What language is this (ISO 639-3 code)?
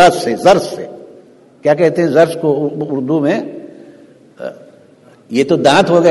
urd